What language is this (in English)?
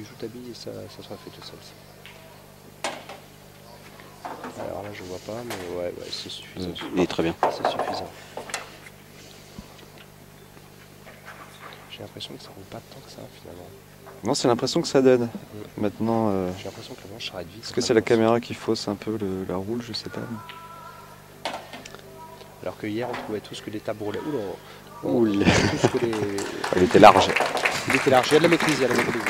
French